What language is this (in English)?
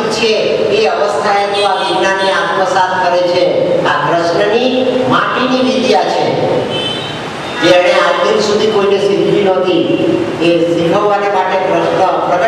Gujarati